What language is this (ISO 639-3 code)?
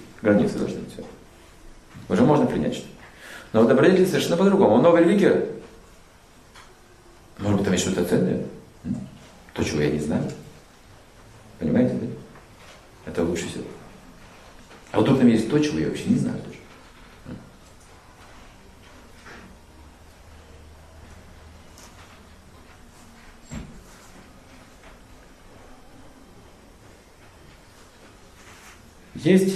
rus